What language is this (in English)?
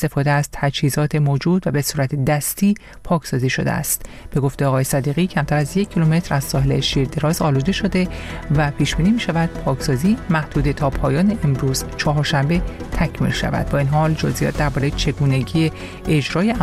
Persian